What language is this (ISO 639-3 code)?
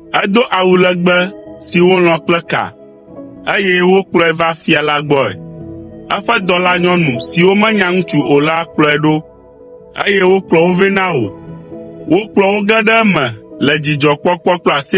ewe